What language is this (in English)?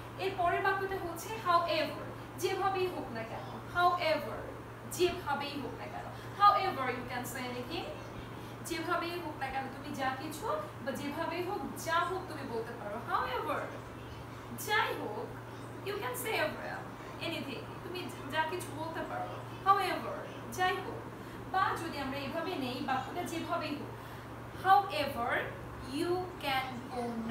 Bangla